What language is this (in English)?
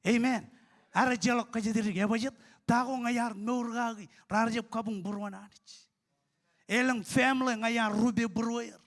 Marshallese